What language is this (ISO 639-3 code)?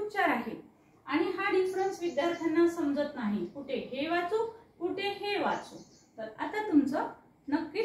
mar